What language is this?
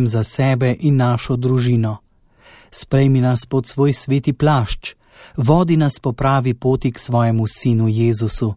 Slovenian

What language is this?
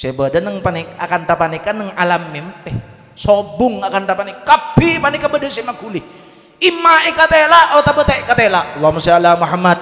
Madurese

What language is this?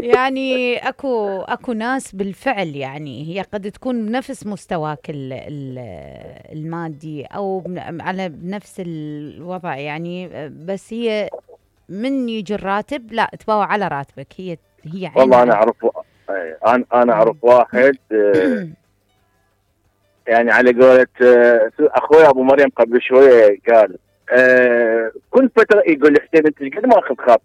Mesopotamian Arabic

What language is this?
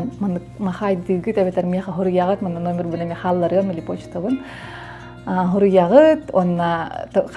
Yakut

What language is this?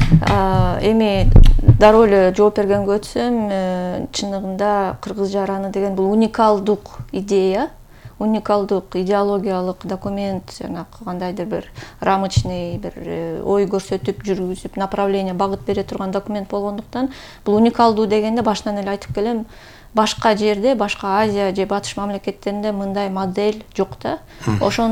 Kyrgyz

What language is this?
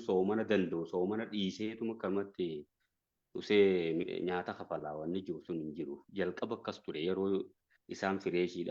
Oromo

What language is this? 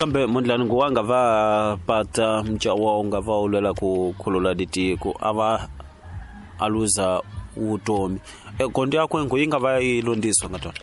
Tsonga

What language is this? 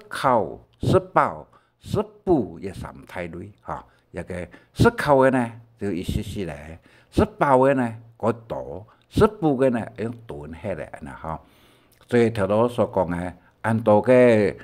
Hakka Chinese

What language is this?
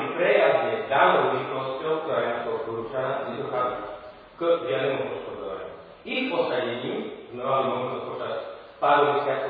Slovak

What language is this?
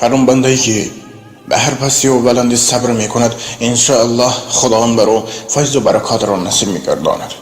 Tajik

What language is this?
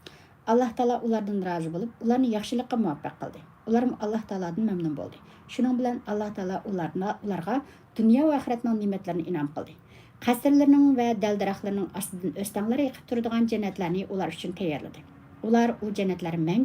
Uyghur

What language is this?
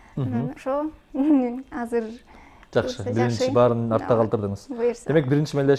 Kyrgyz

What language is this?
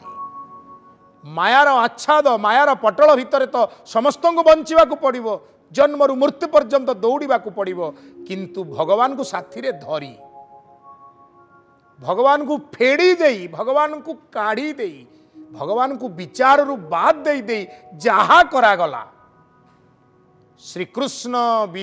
Odia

